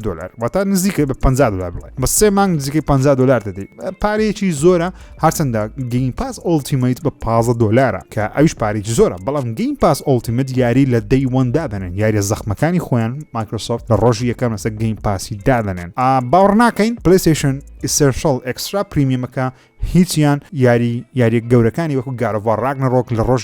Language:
Central Kurdish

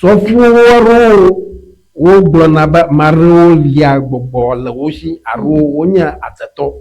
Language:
Ewe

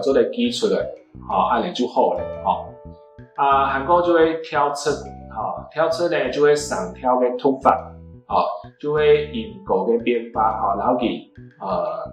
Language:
Hakka Chinese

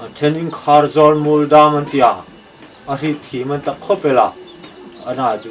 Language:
Hmar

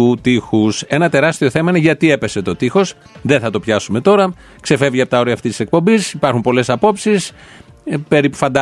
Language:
Greek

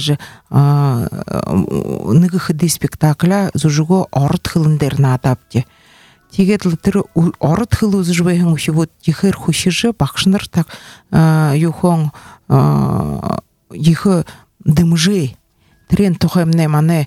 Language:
Buriat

